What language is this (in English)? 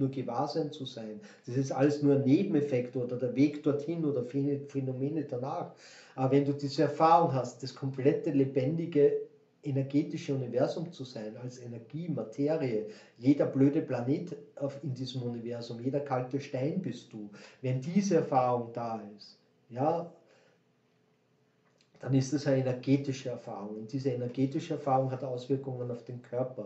German